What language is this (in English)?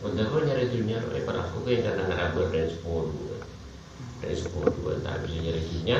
Madurese